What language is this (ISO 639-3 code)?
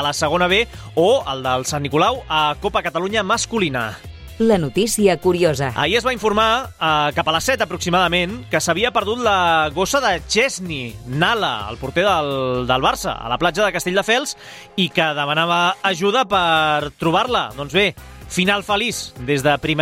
cat